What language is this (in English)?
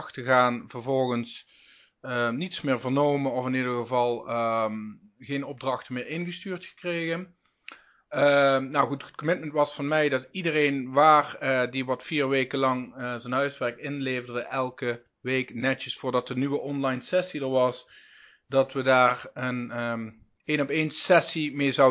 Dutch